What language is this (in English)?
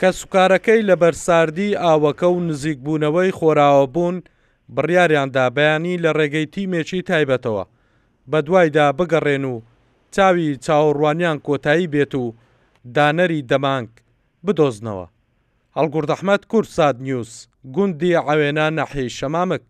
Central Kurdish